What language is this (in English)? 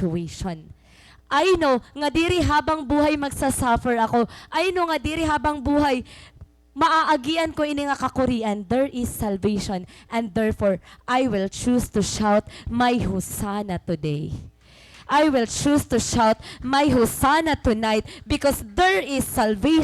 Waray